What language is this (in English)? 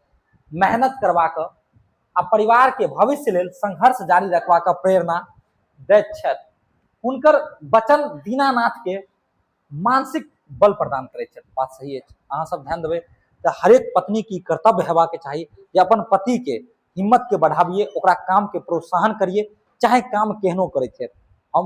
Maithili